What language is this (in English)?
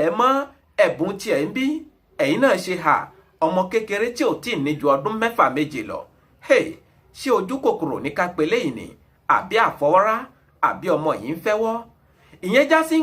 Yoruba